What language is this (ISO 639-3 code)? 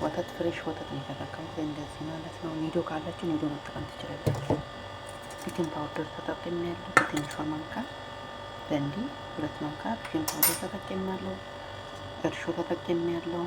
amh